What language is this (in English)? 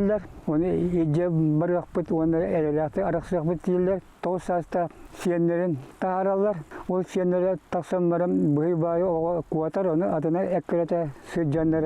Yakut